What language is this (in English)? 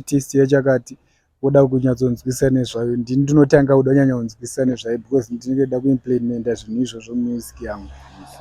Shona